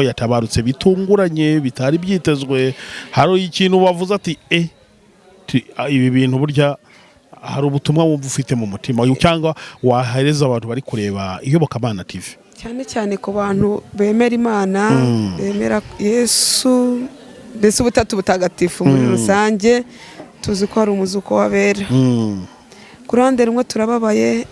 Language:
Kinyarwanda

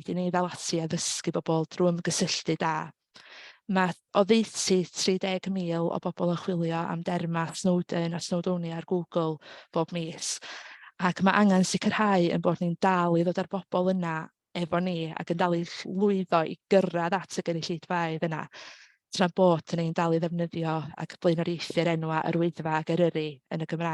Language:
Welsh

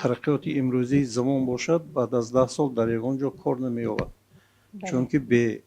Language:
Tajik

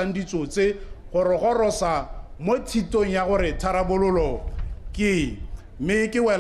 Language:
Tswana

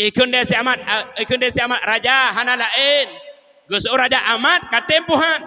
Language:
Achinese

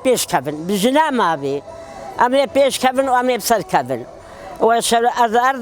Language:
Kurdish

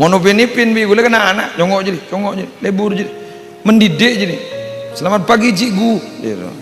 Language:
Madurese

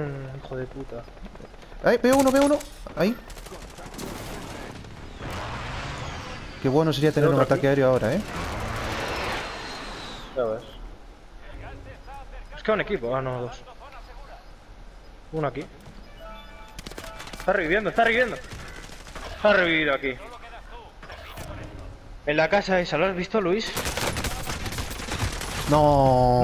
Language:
Spanish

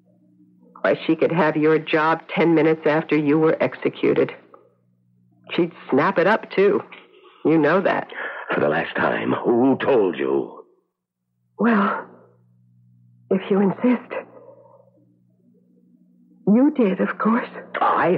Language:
English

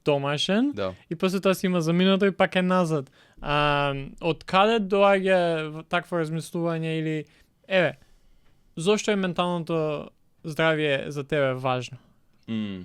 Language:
Macedonian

